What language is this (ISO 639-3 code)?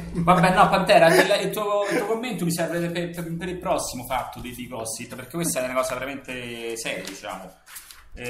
ita